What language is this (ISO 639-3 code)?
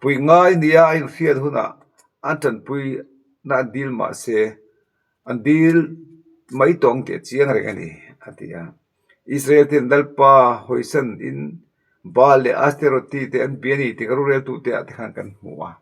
lus